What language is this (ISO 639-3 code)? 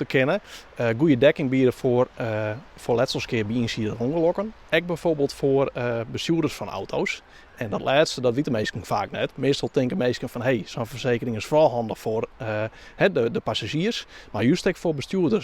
fry